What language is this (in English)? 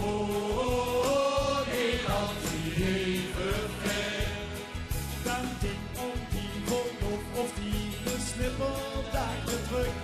Limburgish